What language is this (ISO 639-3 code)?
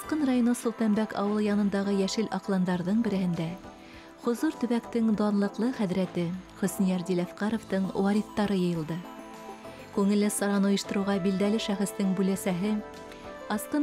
bak